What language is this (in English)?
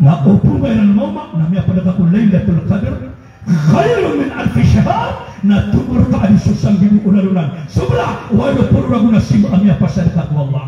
Maranao